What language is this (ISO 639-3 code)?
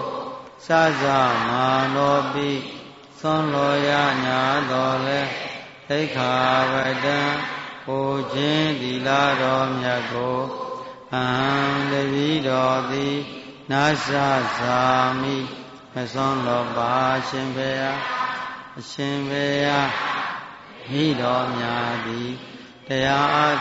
mya